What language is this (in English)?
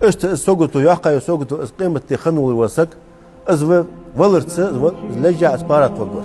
Ingush